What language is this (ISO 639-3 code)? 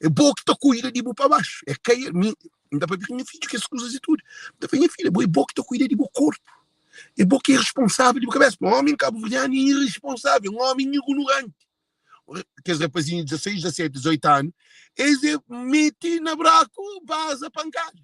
kea